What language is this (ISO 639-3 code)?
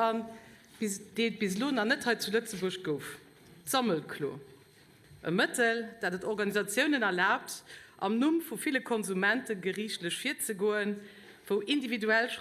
ltz